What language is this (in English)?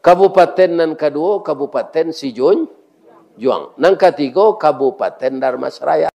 Minangkabau